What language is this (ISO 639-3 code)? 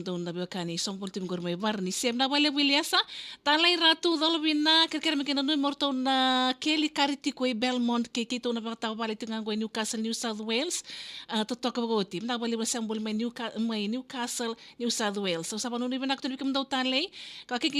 fij